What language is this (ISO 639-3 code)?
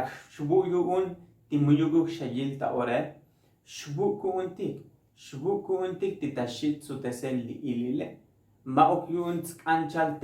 tzo